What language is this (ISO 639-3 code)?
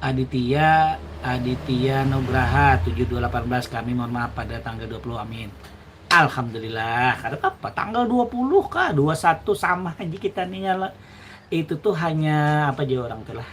bjn